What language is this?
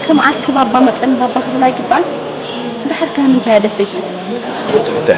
Tigrinya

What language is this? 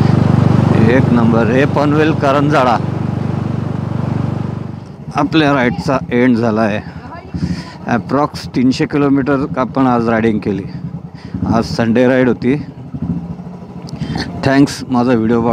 Marathi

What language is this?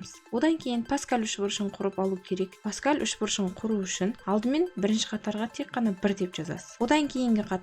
Kazakh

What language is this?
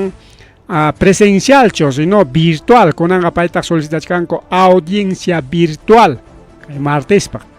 Ayacucho Quechua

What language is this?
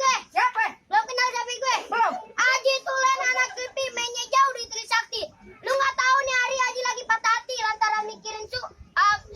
Betawi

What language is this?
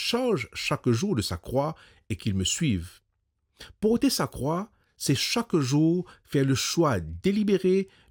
Morisyen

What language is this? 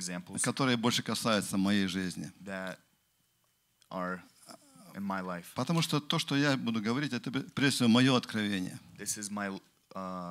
Russian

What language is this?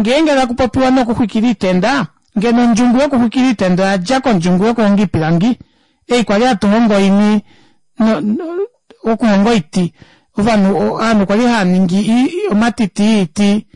Kuanyama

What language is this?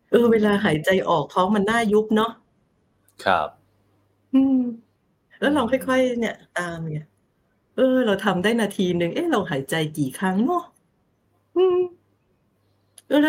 Thai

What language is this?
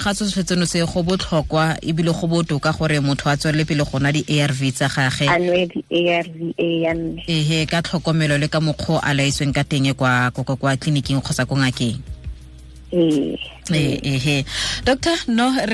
Tswana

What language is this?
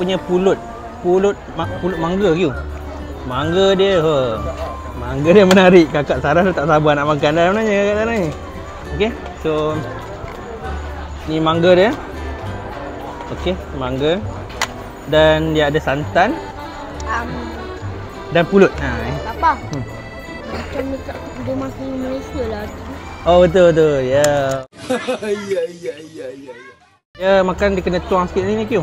Malay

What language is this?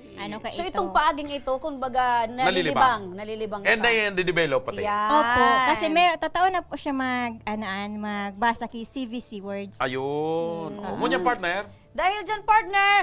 Bikol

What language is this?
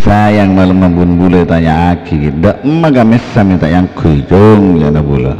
Madurese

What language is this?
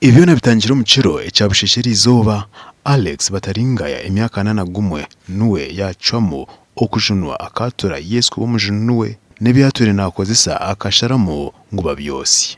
Nyankole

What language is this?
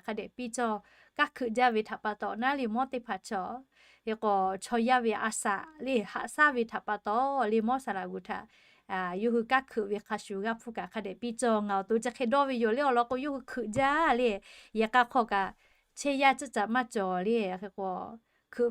Lahu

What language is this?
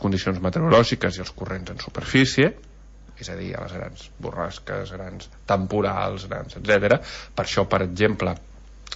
Catalan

